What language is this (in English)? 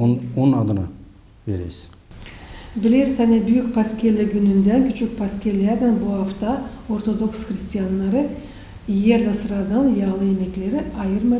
Gagauz